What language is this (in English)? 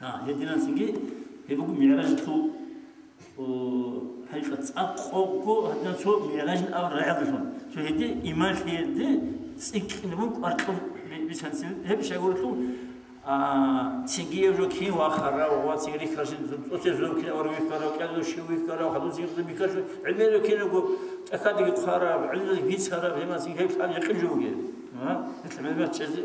Avaric